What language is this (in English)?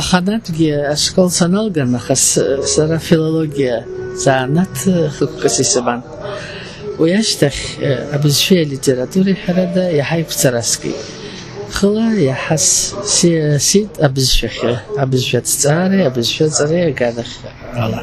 Abkhazian